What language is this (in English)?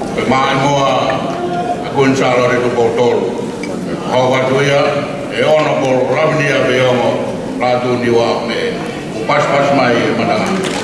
Tongan